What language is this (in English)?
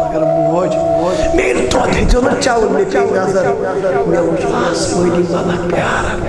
Kashmiri